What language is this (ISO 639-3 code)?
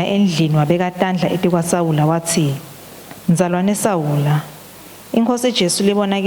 ssw